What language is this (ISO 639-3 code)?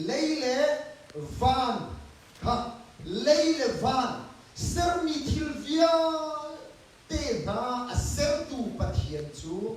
cnh